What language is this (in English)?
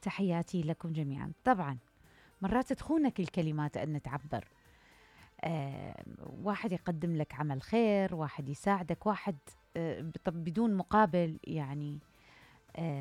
Mesopotamian Arabic